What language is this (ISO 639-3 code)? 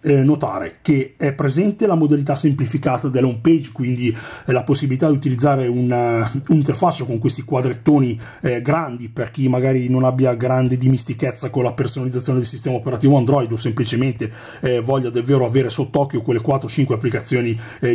ita